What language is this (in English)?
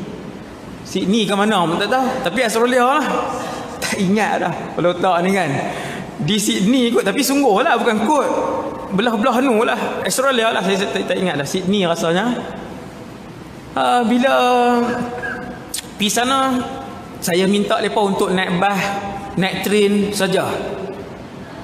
Malay